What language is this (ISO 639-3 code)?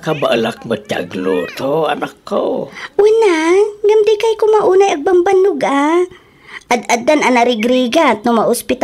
ilo